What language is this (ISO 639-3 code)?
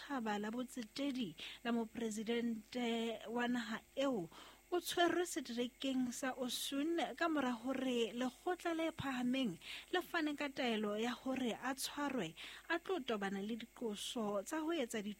sot